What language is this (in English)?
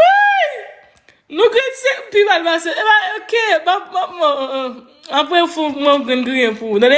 Haitian Creole